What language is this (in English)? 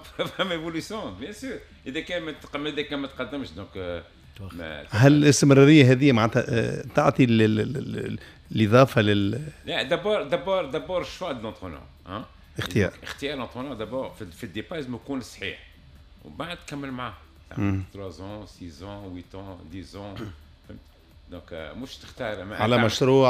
Tunisian Arabic